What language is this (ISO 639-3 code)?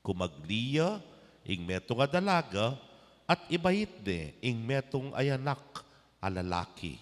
pam